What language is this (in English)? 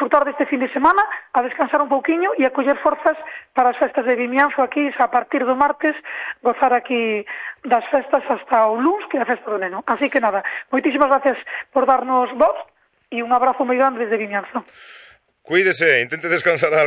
Galician